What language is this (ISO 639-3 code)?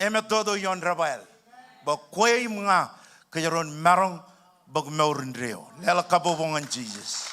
mah